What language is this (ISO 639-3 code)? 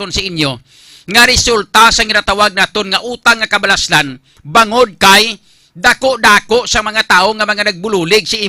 hil